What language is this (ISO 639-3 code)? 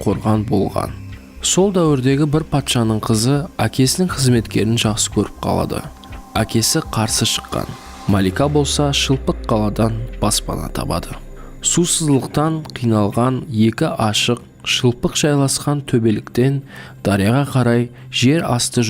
kaa